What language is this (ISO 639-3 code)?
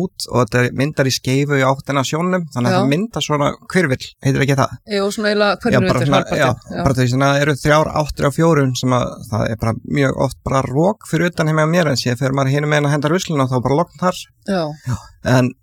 isl